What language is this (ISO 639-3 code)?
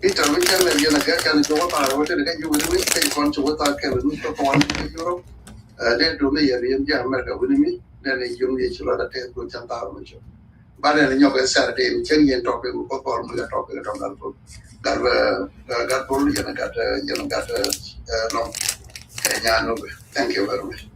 nus